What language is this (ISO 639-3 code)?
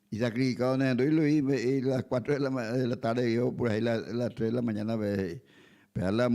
grn